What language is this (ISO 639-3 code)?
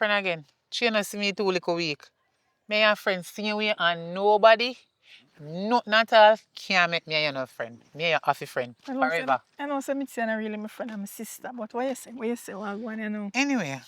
jam